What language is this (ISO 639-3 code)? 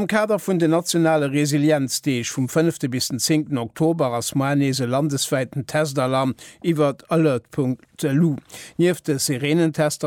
ltz